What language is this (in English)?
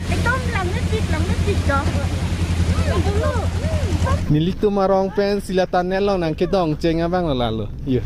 Karbi